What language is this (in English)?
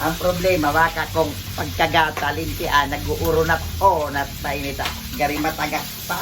Bikol